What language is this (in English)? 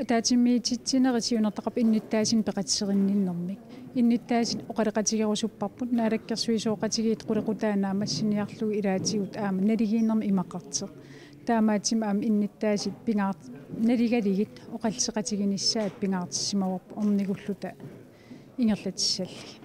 Kalaallisut